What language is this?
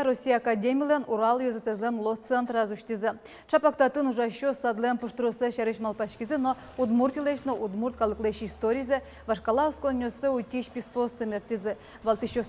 Udmurt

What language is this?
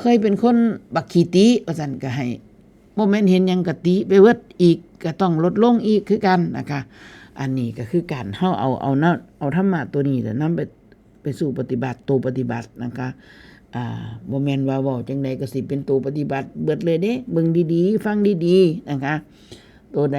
Northeastern Thai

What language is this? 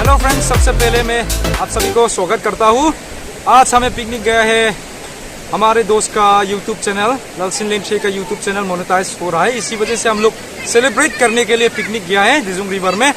Hmar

